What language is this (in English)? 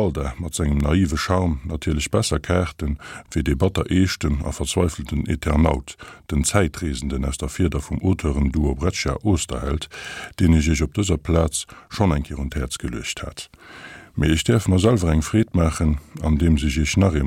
Luxembourgish